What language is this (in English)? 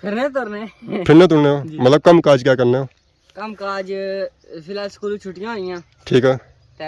Pahari-Potwari